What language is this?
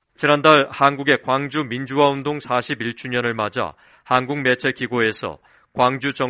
Korean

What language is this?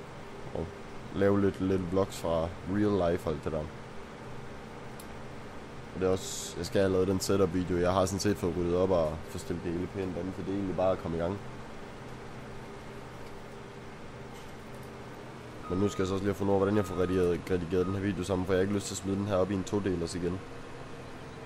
Danish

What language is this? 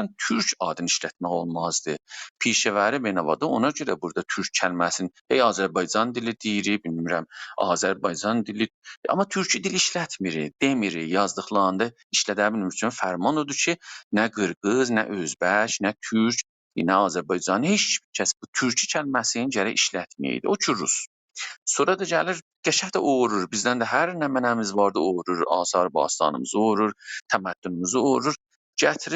South Azerbaijani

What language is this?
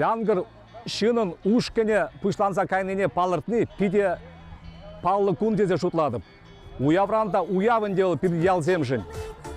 Chuvash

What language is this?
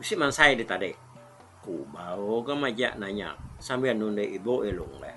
Iban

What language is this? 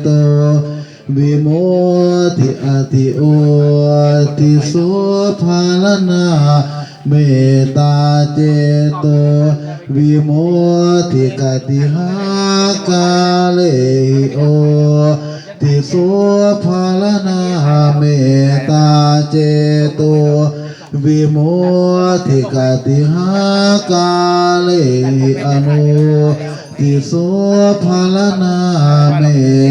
Pali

